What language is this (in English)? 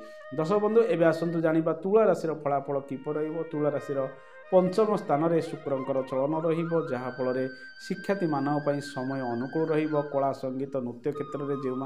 Odia